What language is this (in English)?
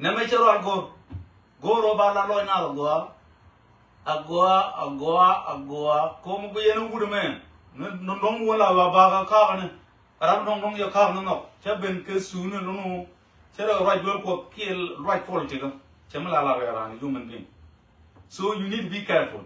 Nuer